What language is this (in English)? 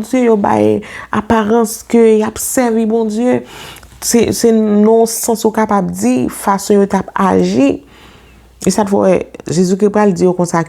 Haitian Creole